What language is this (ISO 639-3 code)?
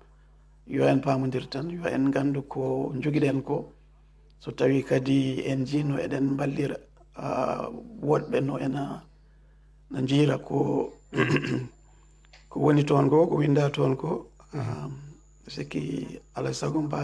ful